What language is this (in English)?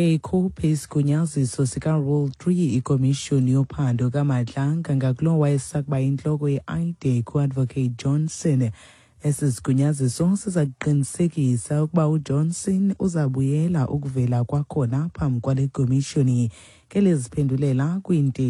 Xhosa